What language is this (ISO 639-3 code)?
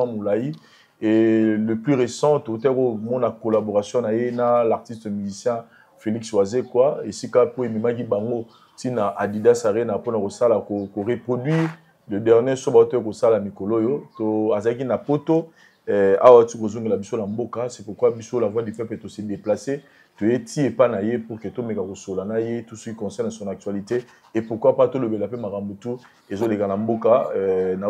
lin